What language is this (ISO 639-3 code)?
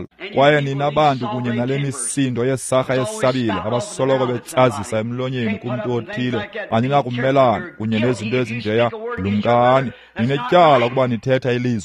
xho